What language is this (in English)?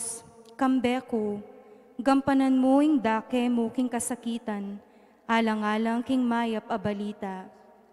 Pampanga